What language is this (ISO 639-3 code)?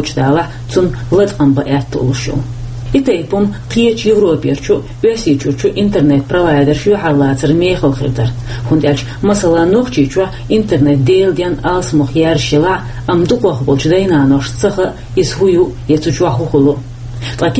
che